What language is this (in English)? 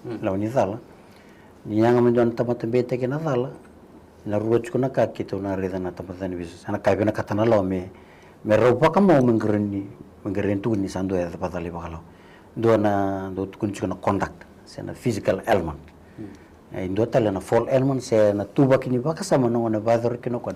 Fijian